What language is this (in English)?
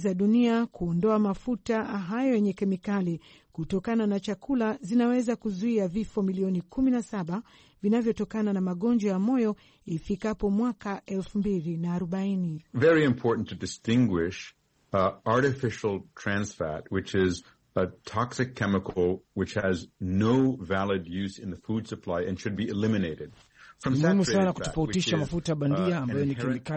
Swahili